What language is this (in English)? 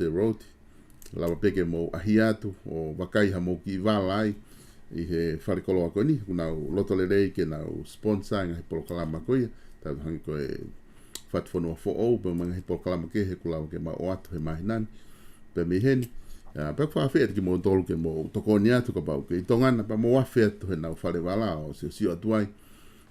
Tongan